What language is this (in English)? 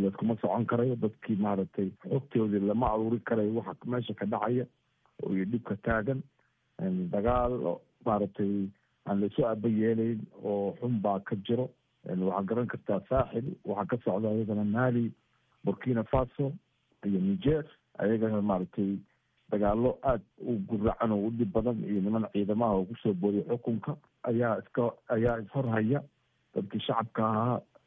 Somali